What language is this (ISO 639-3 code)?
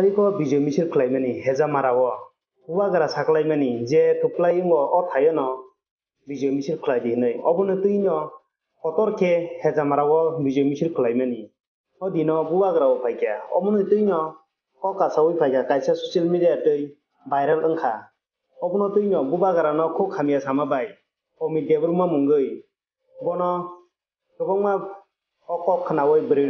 trp